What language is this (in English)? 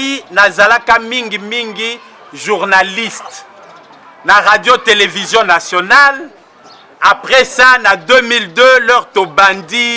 Lingala